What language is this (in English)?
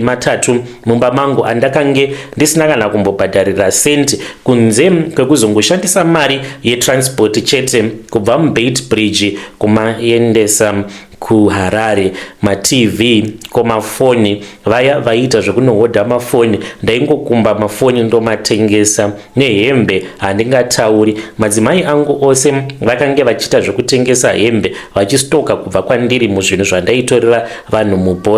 Shona